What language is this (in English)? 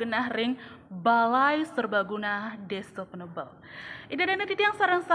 Balinese